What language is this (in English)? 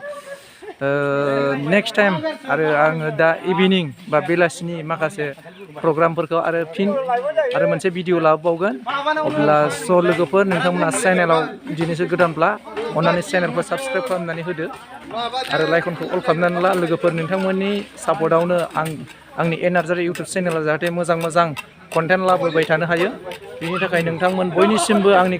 Bodo